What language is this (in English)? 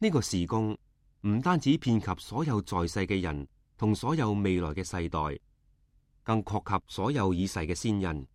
Cantonese